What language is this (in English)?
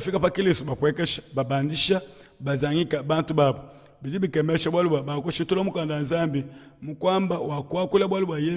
Luba-Lulua